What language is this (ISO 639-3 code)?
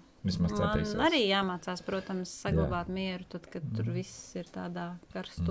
lav